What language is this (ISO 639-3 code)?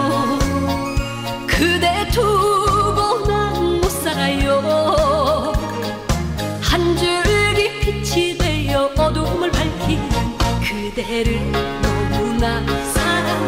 kor